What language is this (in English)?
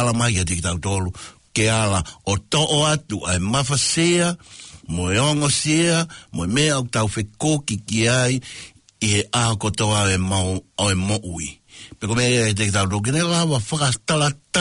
Tongan